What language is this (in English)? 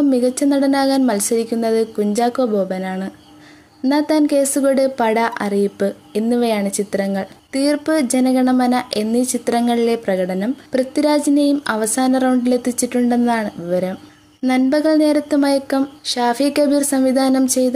Malayalam